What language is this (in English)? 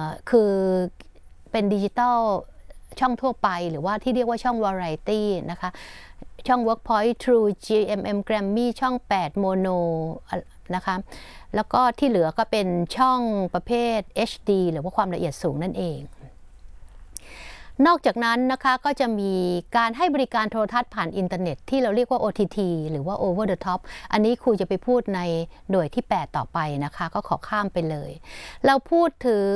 Thai